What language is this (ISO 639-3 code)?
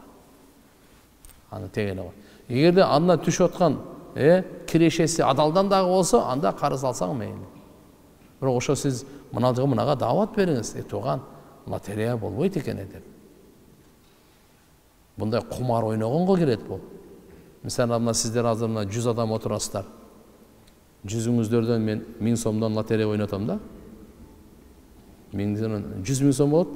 kir